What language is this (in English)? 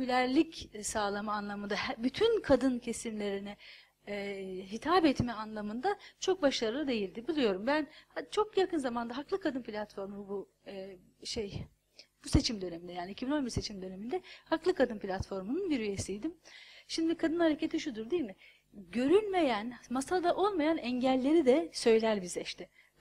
Turkish